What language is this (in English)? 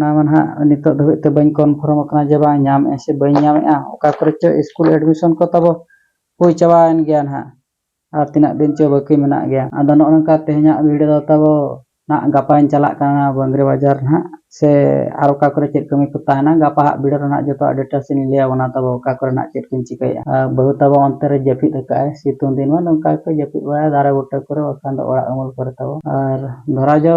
Santali